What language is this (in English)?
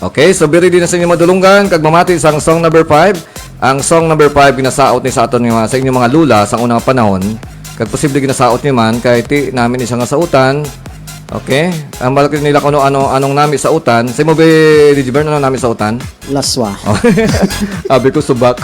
Hiligaynon